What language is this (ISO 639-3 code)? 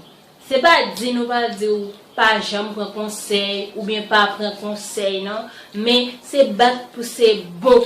hat